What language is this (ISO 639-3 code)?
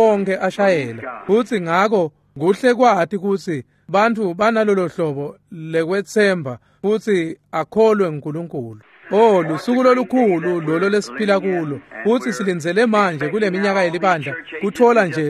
ssw